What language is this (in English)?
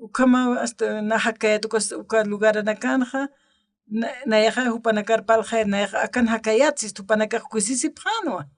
Aymara